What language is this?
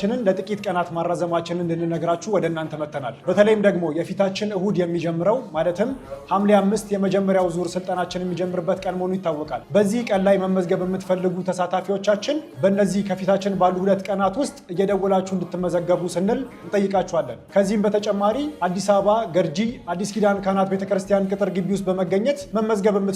Amharic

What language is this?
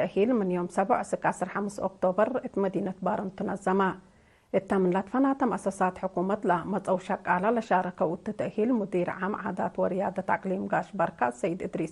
Tigre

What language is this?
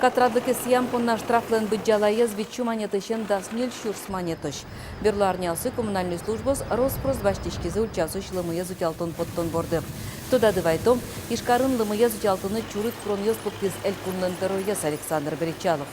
Udmurt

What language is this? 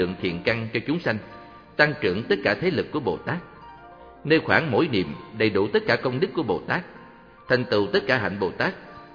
Vietnamese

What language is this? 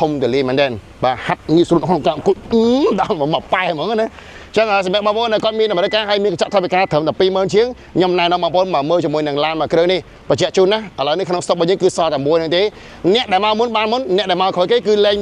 Khmer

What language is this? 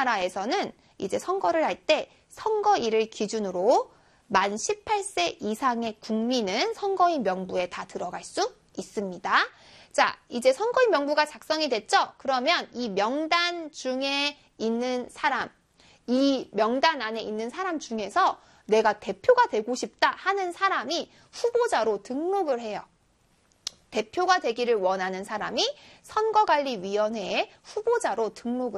Korean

